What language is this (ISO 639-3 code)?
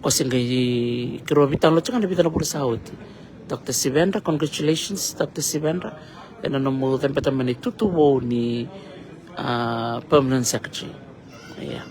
fij